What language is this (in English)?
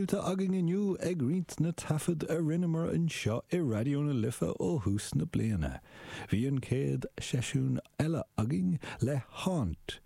Irish